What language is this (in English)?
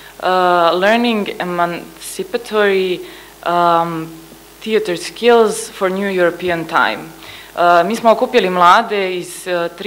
Serbian